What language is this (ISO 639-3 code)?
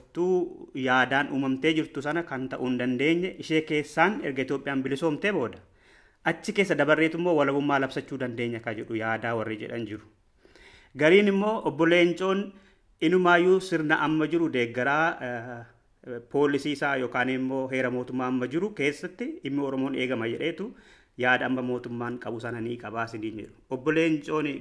orm